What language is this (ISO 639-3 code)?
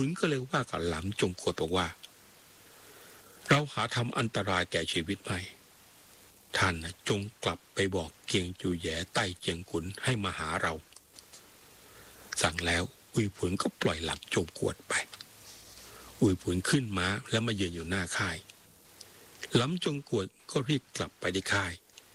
tha